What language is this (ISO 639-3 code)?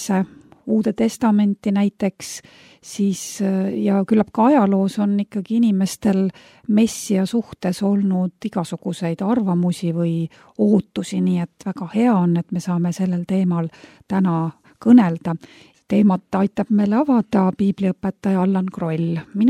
est